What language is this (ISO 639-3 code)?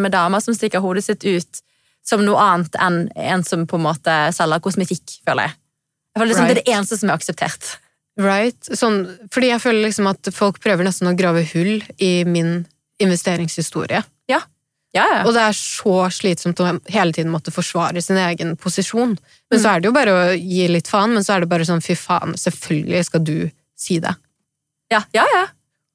nor